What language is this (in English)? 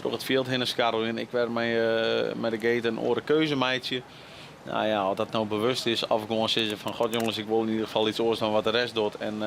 Western Frisian